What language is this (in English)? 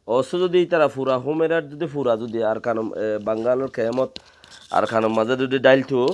Rohingya